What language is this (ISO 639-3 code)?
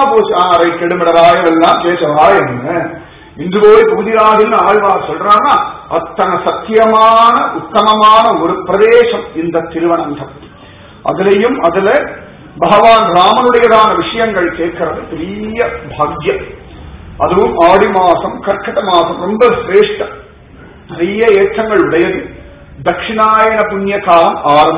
tam